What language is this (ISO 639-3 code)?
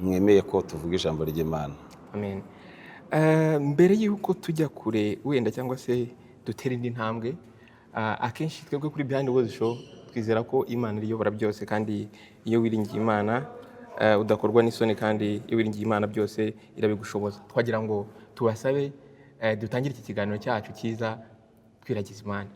kin